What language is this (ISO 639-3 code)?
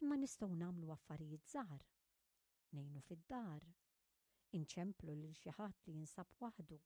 mlt